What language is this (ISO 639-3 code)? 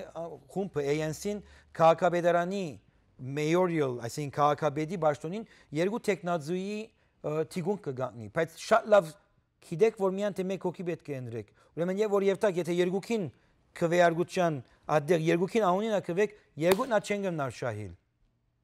hyw